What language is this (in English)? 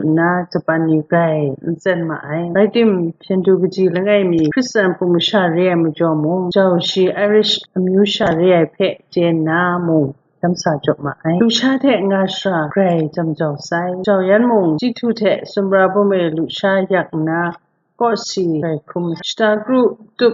Kachin